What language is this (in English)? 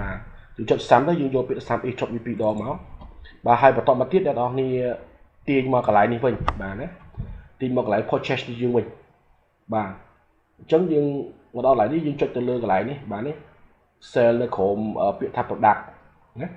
Khmer